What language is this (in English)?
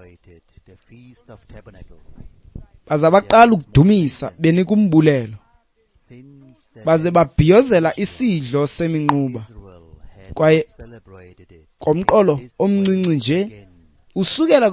Xhosa